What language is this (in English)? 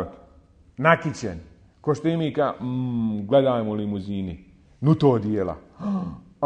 Bosnian